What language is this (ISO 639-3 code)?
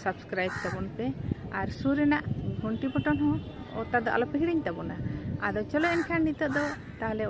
sat